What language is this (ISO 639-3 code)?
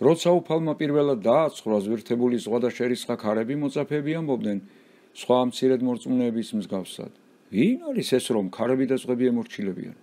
kat